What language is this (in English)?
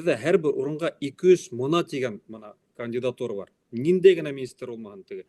Bashkir